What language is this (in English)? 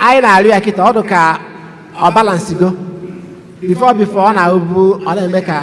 Igbo